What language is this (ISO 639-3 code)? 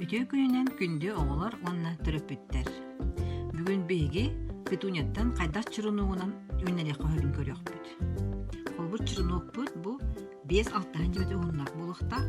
sah